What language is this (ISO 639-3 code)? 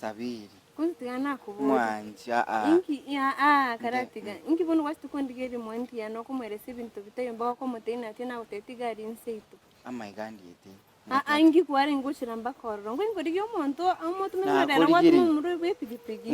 guz